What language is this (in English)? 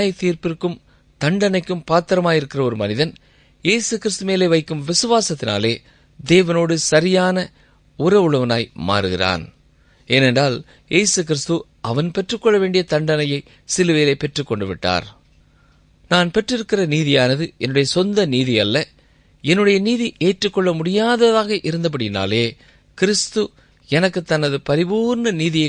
Tamil